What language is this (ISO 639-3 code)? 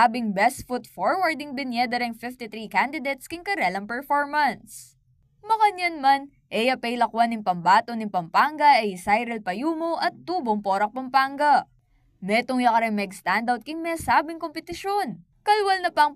pam